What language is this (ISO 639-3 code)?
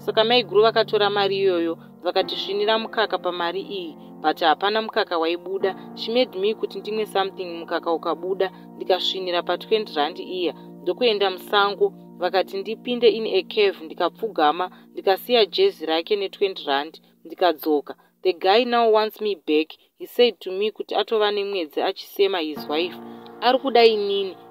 sna